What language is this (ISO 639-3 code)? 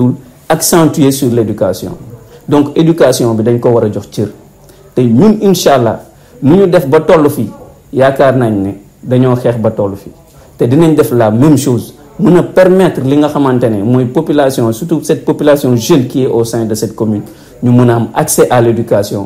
wol